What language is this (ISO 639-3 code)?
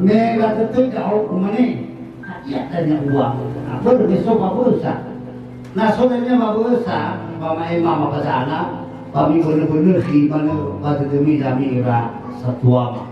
nia